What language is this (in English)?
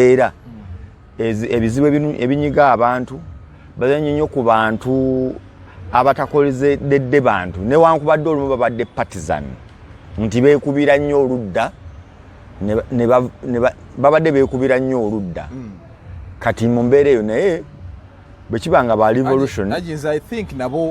Ganda